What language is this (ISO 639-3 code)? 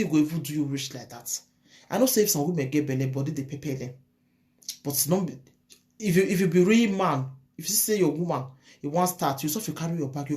pcm